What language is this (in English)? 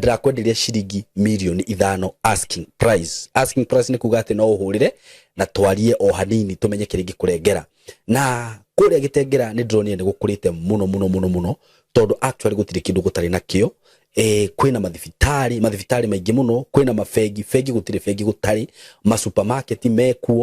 Kikuyu